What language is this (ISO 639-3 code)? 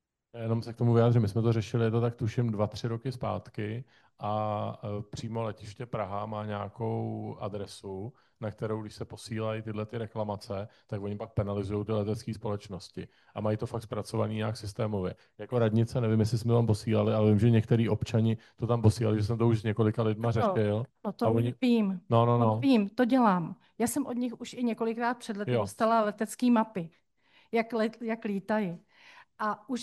ces